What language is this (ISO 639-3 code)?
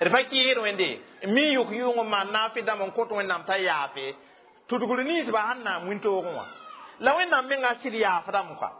mos